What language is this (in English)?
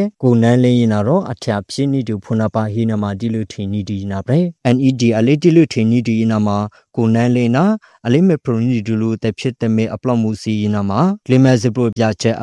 Burmese